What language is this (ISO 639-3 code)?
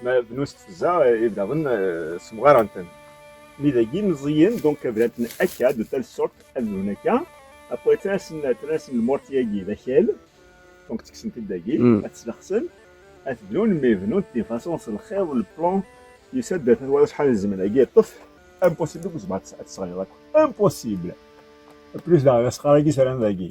kab